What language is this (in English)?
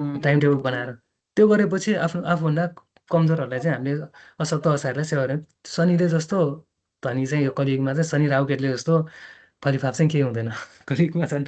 Nepali